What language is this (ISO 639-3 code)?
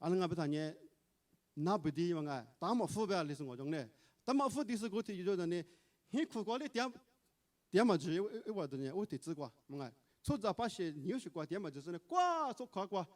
lis